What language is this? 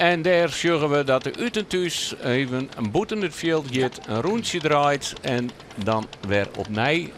Western Frisian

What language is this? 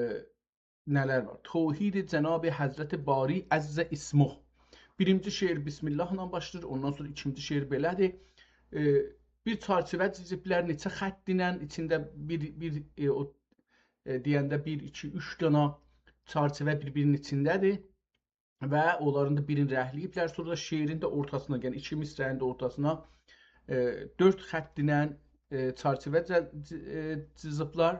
South Azerbaijani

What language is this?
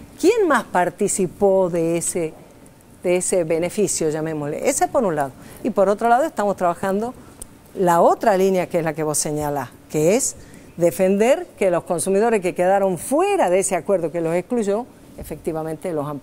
Spanish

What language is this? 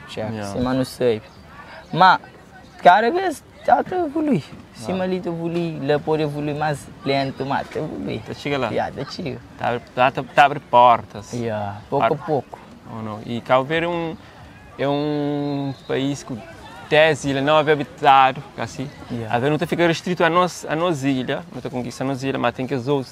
Kabuverdianu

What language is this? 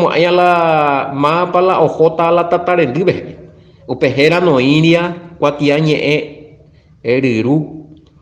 Guarani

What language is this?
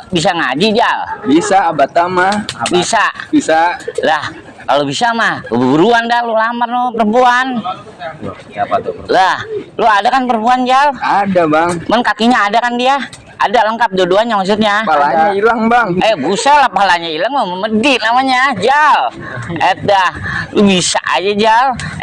Betawi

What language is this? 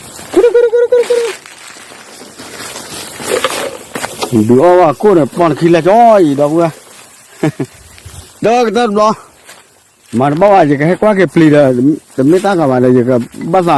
S'gaw Karen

